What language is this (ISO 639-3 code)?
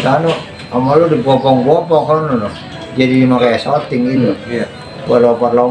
bew